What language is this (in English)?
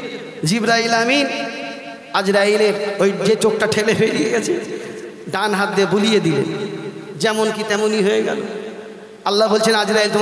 Bangla